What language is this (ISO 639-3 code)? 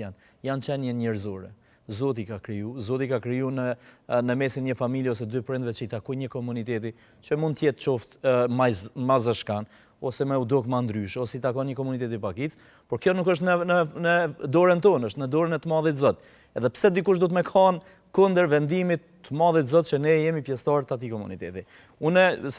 sqi